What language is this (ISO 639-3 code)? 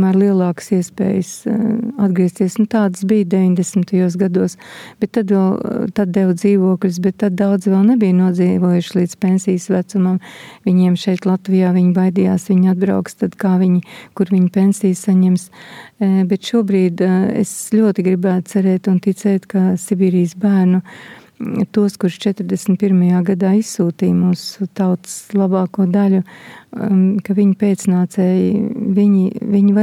lav